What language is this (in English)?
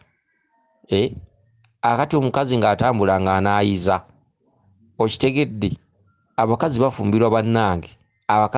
Ganda